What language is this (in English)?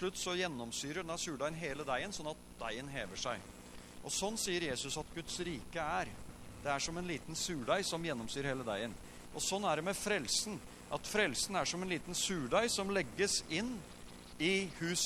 Norwegian